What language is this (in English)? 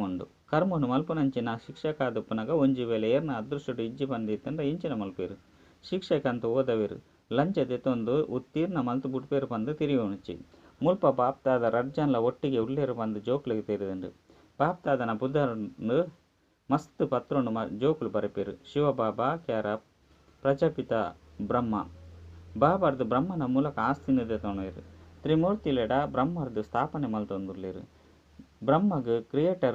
Tulu